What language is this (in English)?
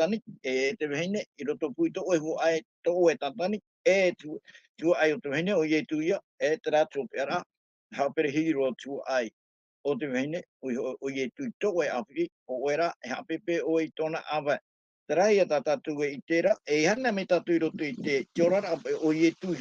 Tahitian